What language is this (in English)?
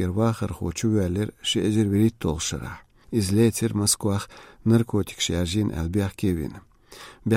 Chechen